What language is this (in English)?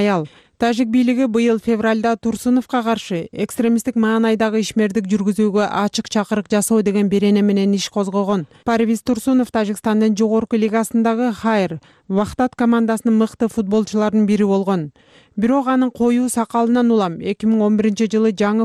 Kyrgyz